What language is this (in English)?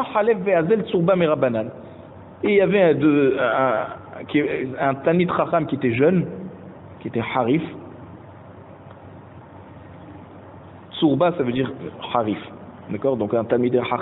French